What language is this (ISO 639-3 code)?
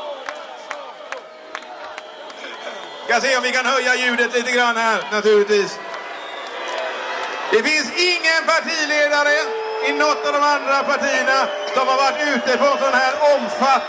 swe